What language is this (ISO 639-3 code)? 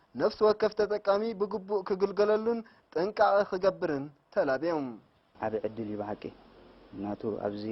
tir